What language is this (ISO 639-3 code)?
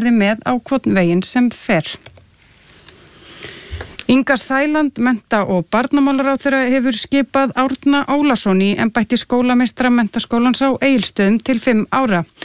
isl